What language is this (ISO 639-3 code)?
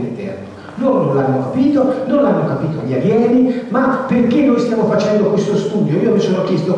ita